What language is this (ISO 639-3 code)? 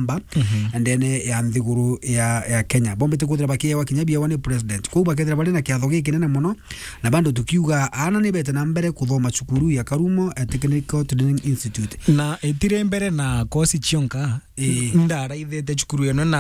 mer